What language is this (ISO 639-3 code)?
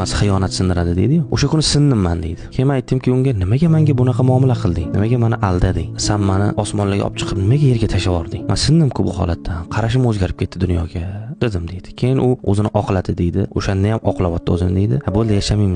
uzb